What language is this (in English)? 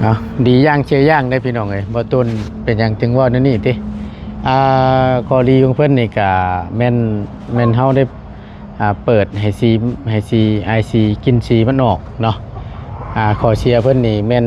Lao